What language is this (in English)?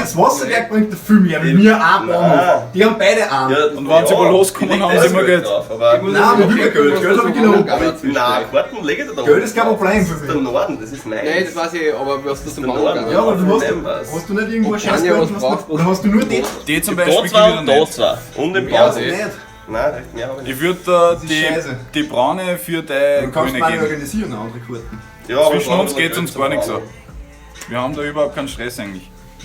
Bavarian